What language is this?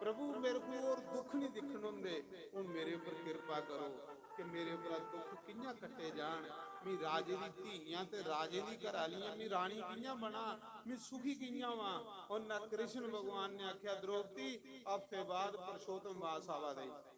Dogri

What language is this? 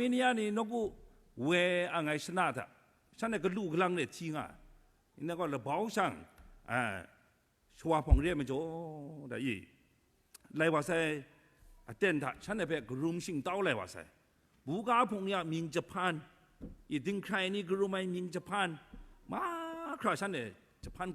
Kachin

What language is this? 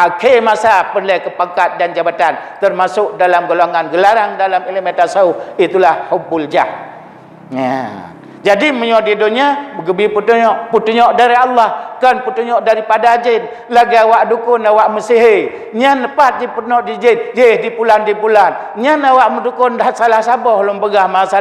Achinese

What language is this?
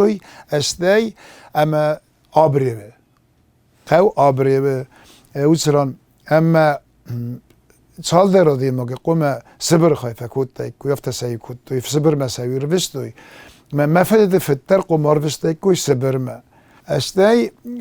Ossetic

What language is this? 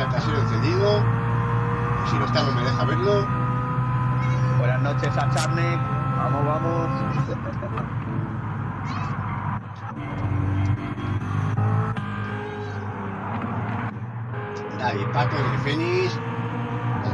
Spanish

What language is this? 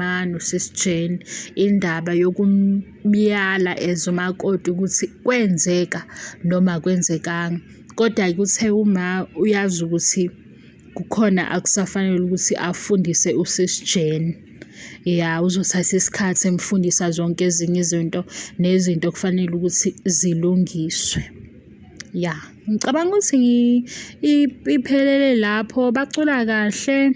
Zulu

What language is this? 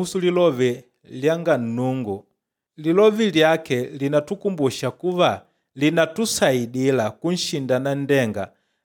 Makonde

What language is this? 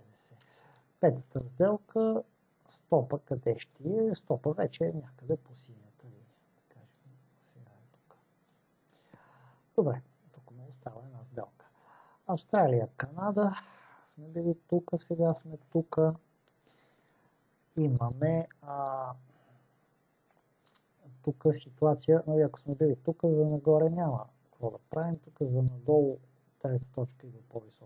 Bulgarian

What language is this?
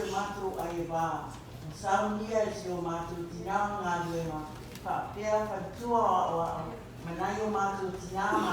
Samoan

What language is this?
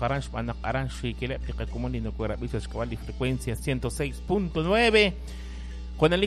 Kekchí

